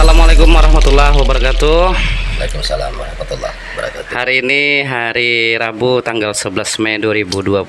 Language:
Banjar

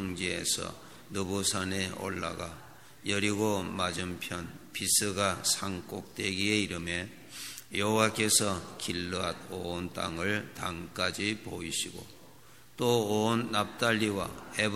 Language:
Korean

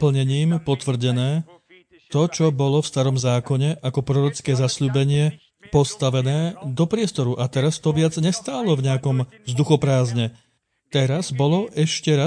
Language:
Slovak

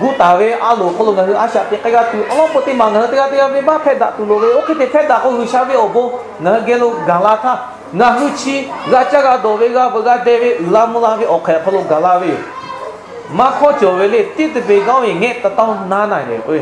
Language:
Lahu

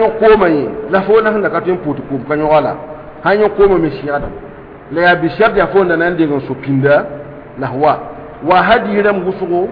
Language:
Mossi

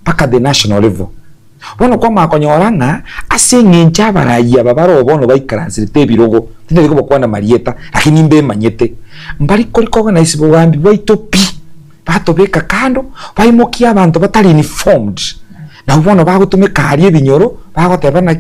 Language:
Gusii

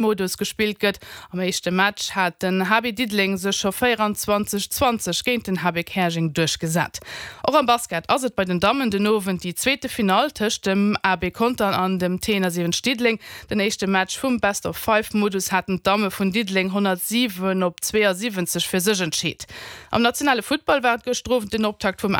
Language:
Luxembourgish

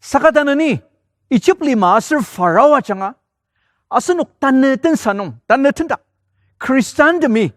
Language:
Ao Naga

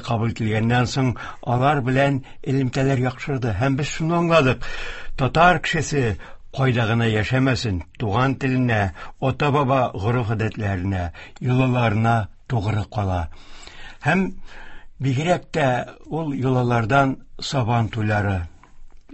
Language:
Tatar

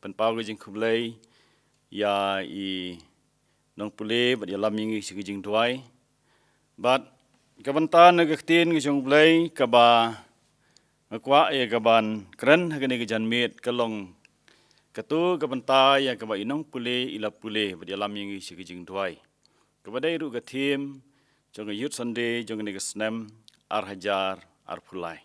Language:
Khasi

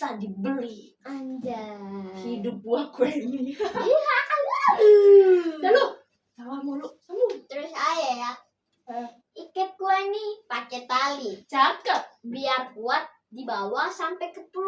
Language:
Betawi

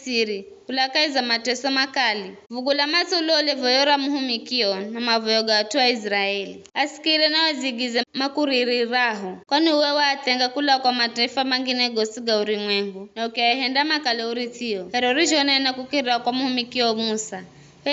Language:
Giryama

